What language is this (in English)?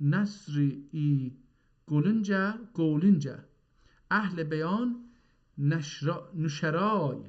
South Azerbaijani